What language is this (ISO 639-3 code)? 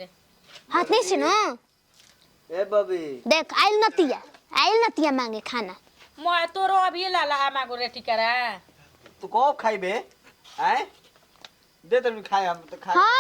bho